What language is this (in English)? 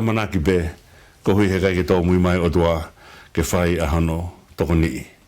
Tongan